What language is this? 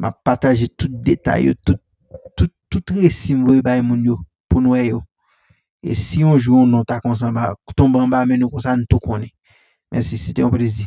Haitian Creole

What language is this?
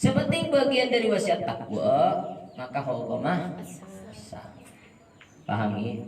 Madurese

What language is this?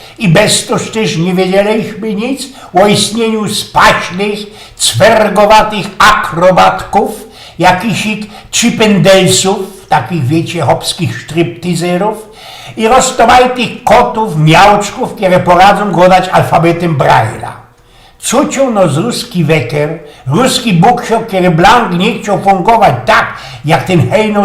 Silesian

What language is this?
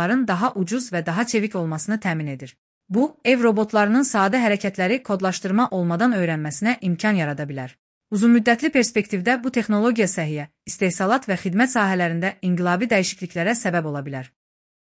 Azerbaijani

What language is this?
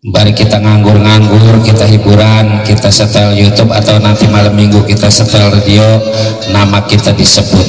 Betawi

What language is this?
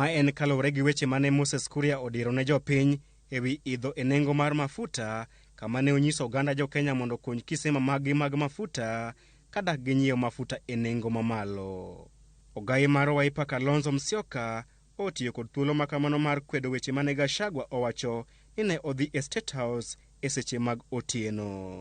Luo (Kenya and Tanzania)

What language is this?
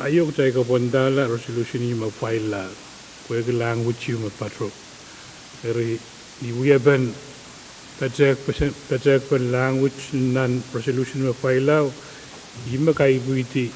Pohnpeian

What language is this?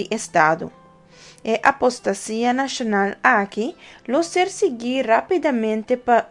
Papiamento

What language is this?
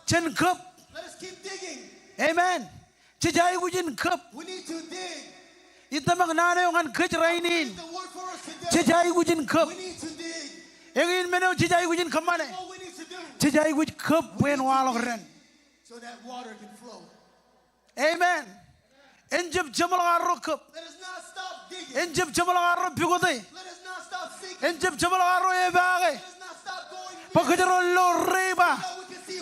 Marshallese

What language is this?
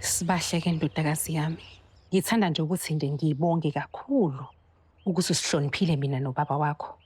Zulu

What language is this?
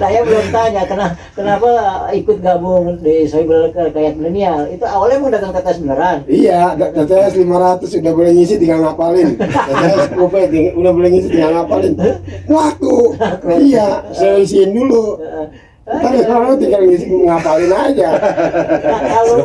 Betawi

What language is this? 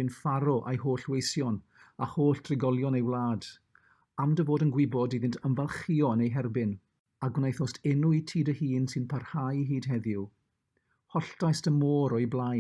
Welsh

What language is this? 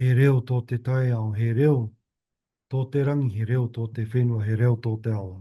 Māori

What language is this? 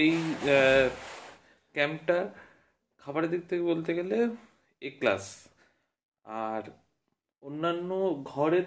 Bangla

